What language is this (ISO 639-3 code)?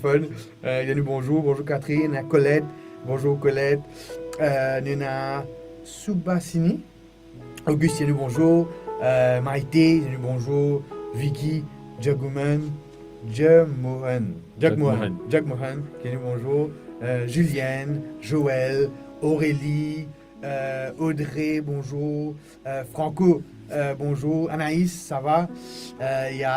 mfe